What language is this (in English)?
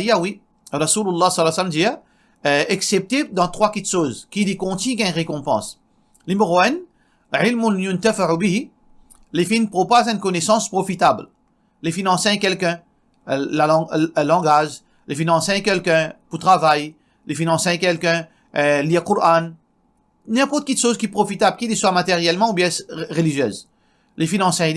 Morisyen